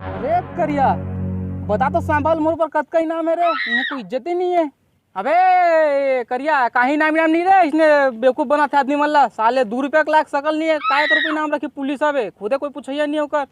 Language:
Chhattisgarhi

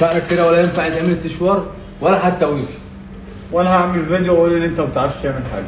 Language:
Egyptian Arabic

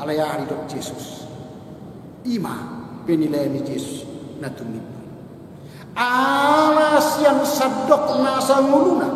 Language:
Batak Toba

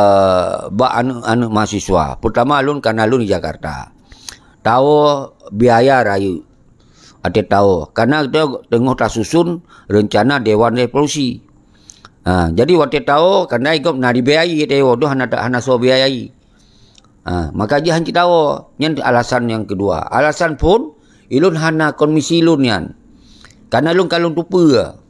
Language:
Achinese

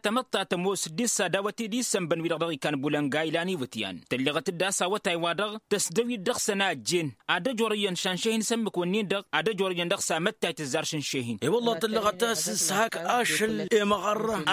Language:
Tamasheq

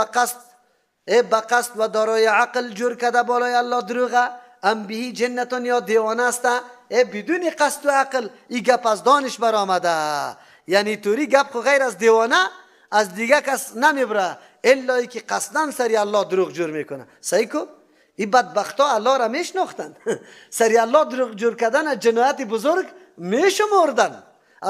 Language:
Persian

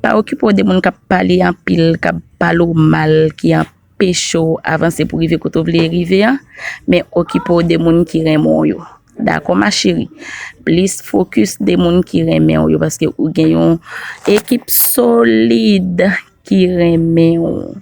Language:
Haitian Creole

